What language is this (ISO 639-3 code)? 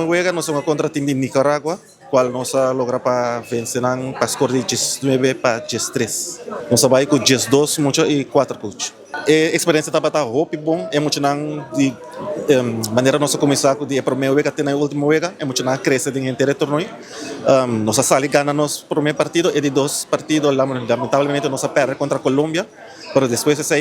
pap